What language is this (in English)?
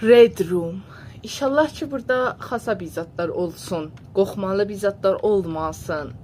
South Azerbaijani